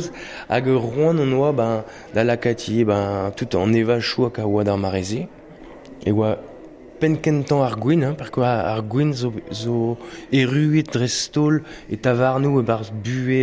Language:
Breton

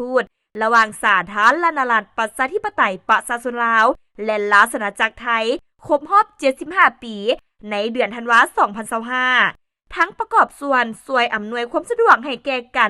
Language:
Lao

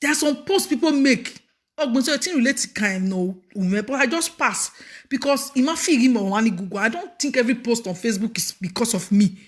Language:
Nigerian Pidgin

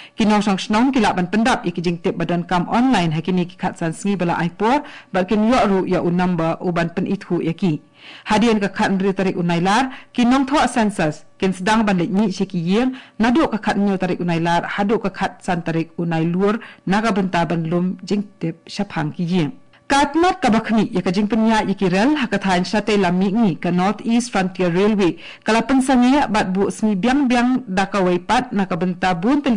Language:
Khasi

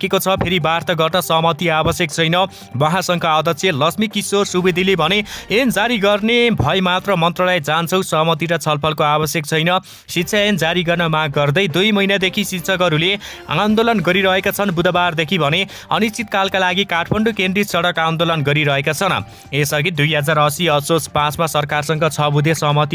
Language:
Nepali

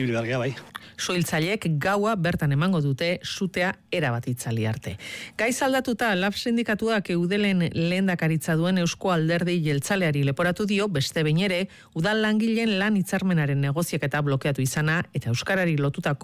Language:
Basque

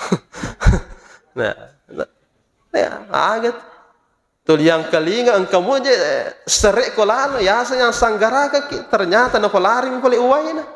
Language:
Buginese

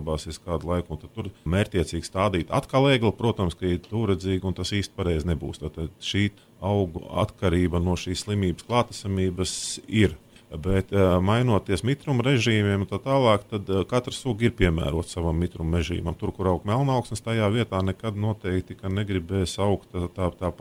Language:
Latvian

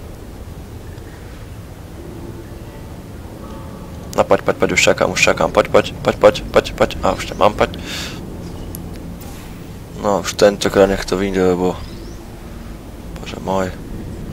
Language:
Slovak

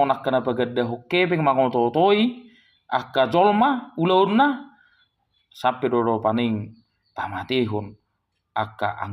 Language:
Batak Toba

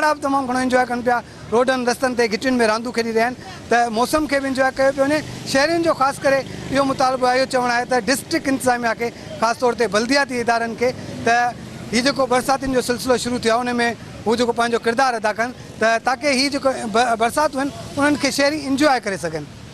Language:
Sindhi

